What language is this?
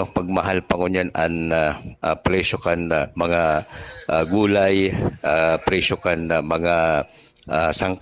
Bikol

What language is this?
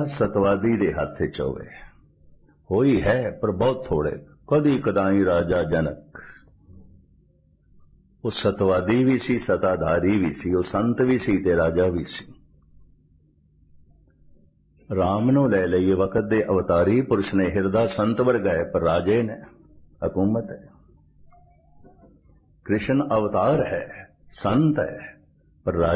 Punjabi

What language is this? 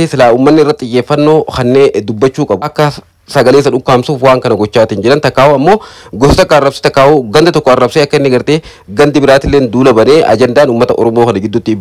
Oromo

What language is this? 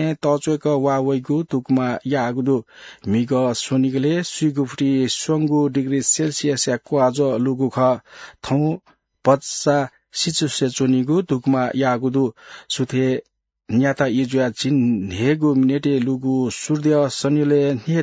Newari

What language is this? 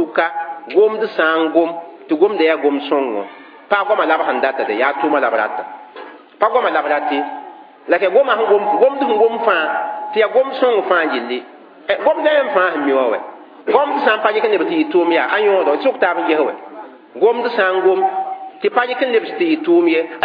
Mossi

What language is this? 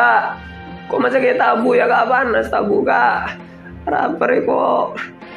Madurese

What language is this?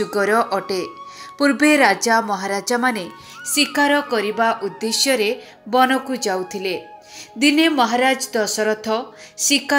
Odia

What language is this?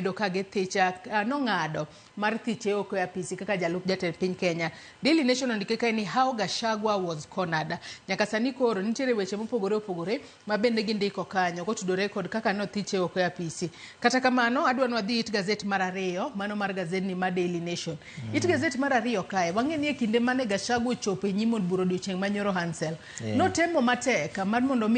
Luo (Kenya and Tanzania)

